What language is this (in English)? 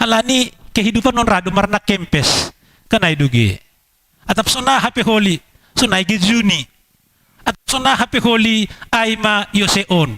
Batak Simalungun